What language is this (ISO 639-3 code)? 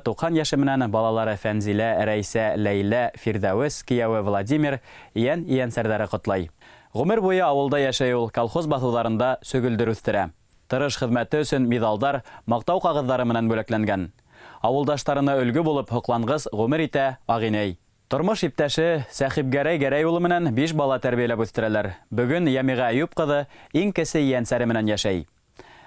bak